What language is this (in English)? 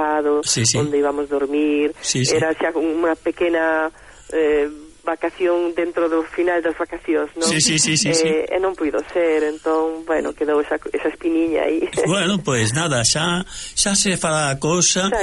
Galician